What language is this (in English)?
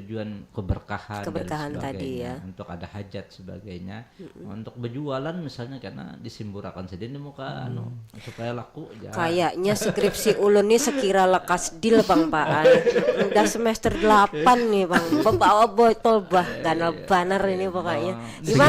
Banjar